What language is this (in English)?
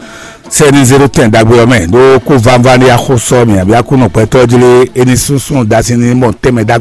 Fon